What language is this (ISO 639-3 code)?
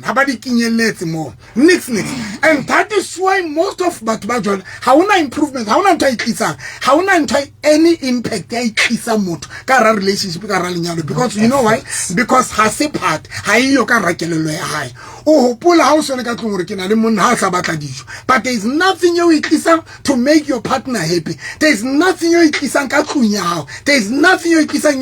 sot